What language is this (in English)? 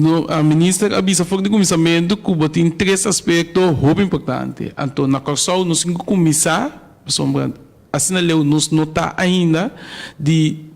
Papiamento